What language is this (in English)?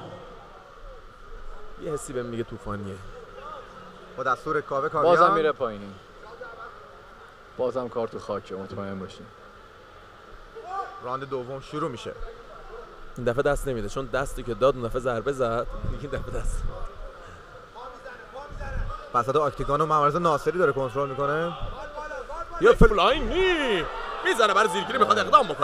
Persian